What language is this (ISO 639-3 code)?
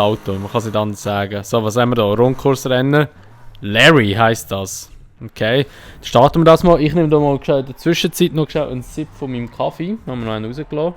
gsw